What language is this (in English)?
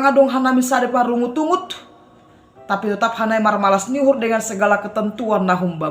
Batak Simalungun